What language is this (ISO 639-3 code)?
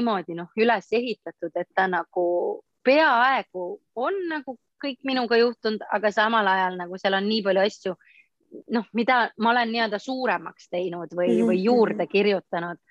est